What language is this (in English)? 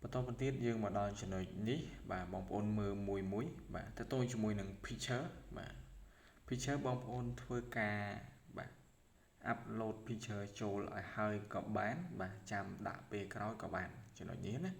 Khmer